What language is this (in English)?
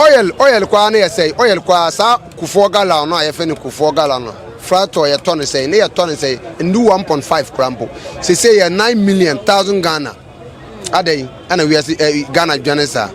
Akan